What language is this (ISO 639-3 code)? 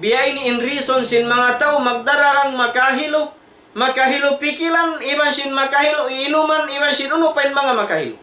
tsg